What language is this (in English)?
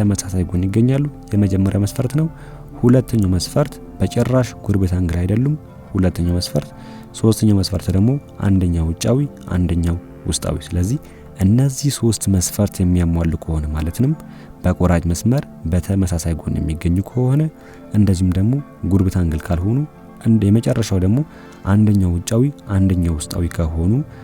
Amharic